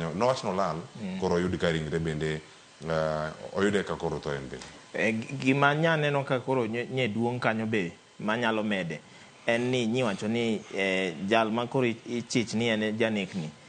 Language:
Luo (Kenya and Tanzania)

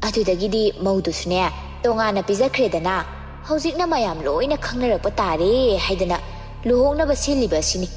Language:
Manipuri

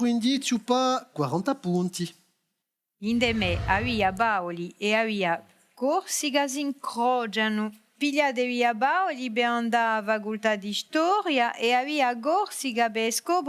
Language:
Corsican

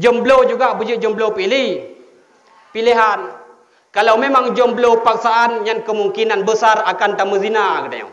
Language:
Achinese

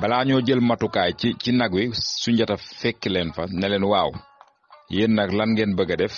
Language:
Wolof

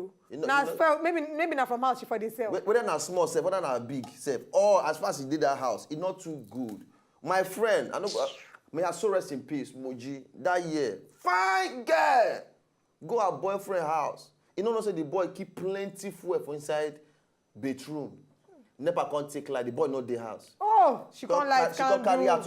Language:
Nigerian Pidgin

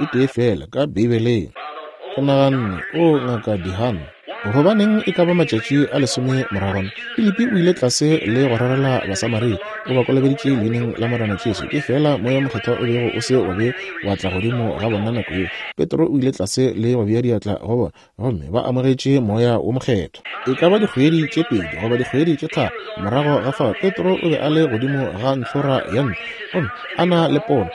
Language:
Northern Sotho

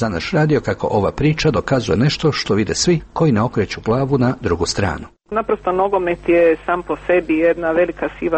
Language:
Croatian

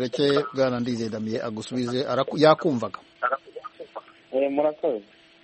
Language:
Kinyarwanda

